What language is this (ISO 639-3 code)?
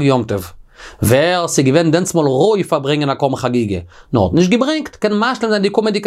yid